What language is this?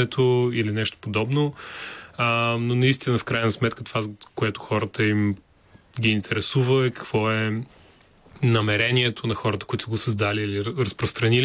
Bulgarian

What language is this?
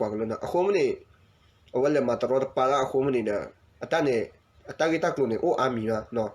S'gaw Karen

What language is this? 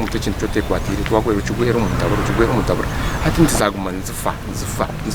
Nyankole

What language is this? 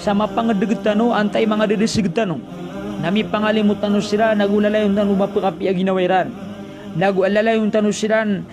Maranao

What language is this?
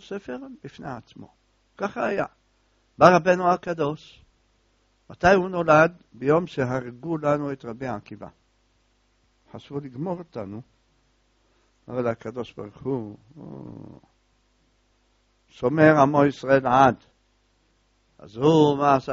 Hebrew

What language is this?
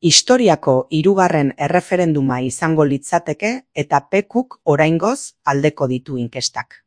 Basque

